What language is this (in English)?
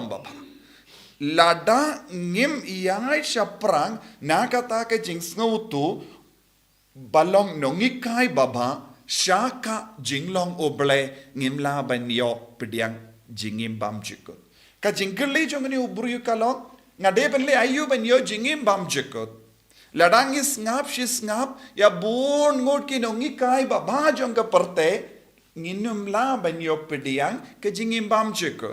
Khasi